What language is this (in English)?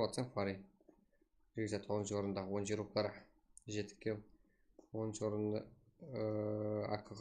Kara-Kalpak